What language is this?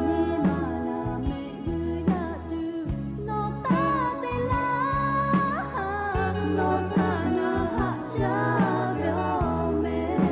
Lahu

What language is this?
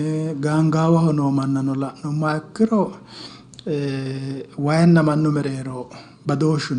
Sidamo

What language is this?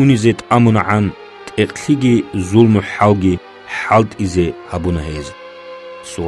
Avaric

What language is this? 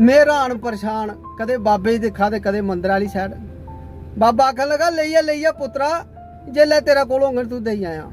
Dogri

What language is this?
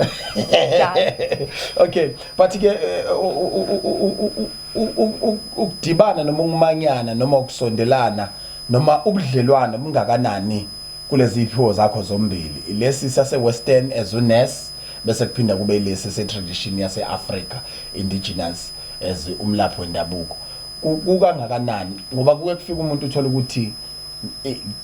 Zulu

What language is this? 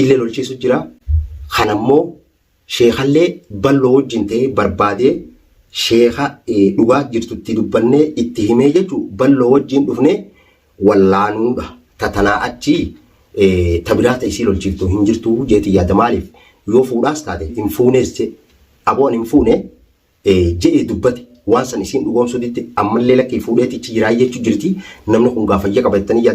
Oromo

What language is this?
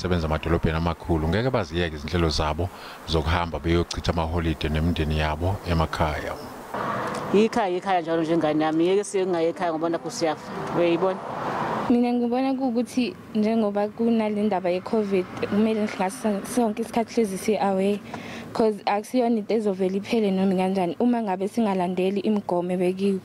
Zulu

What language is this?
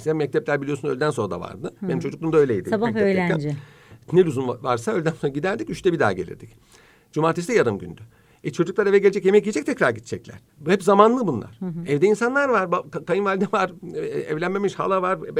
Turkish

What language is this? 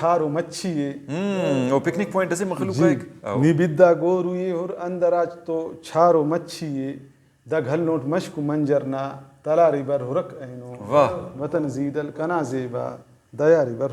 Brahui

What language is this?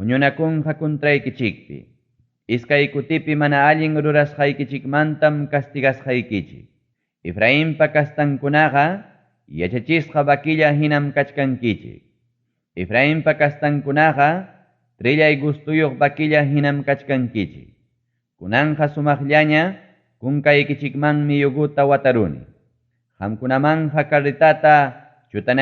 Ayacucho Quechua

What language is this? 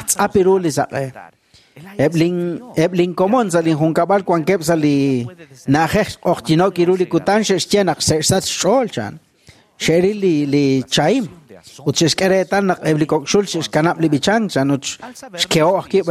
Kekchí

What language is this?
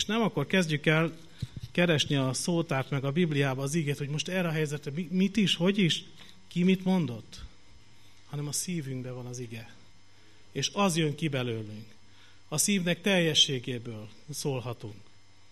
Hungarian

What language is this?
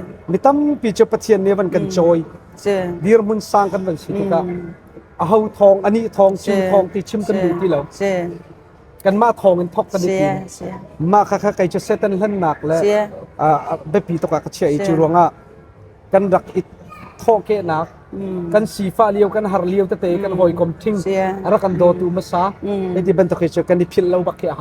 Hakha Chin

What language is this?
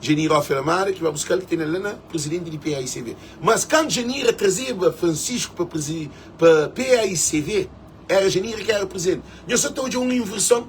Kabuverdianu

